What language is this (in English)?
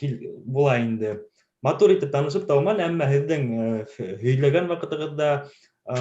Bashkir